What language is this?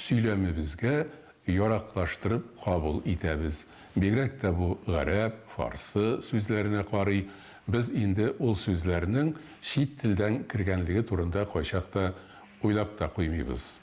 Tatar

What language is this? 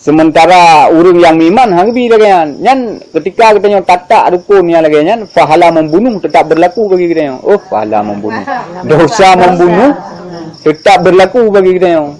Achinese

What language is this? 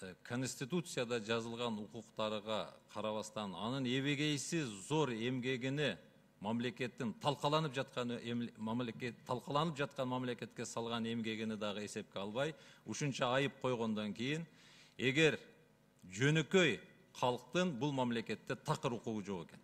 Kyrgyz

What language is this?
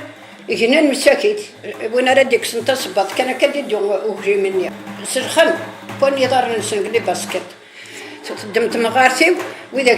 Kabyle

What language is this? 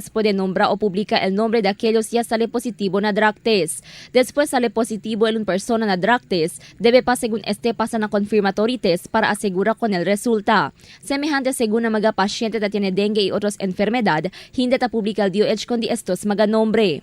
Chavacano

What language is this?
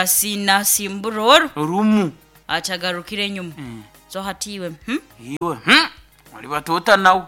Nyankole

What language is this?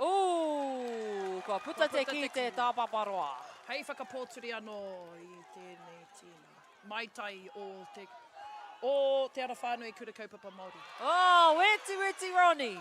Māori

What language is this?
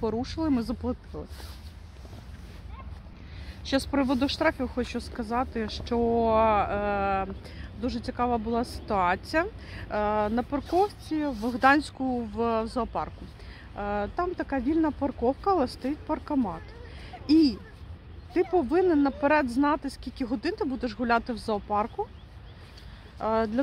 Ukrainian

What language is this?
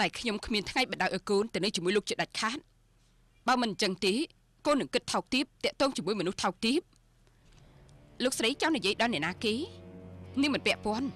Khmer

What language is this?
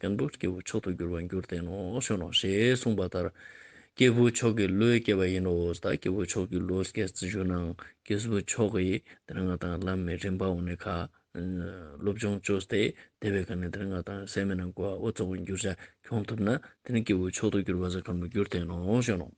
Ladakhi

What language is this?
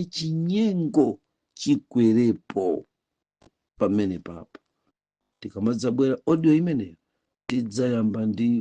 Nyanja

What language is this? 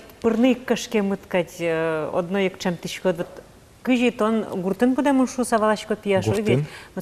Udmurt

